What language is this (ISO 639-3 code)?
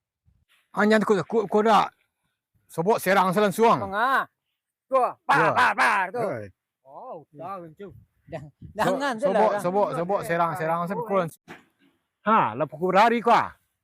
min